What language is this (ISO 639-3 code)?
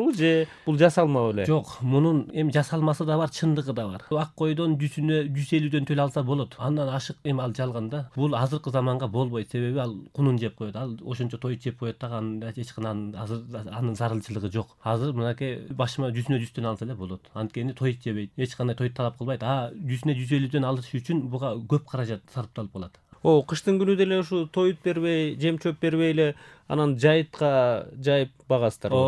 kir